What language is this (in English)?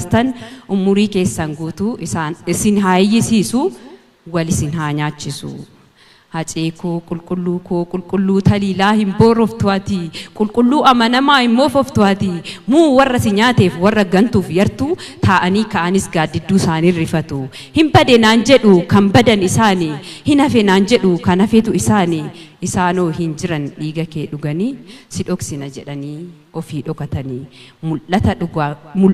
Oromo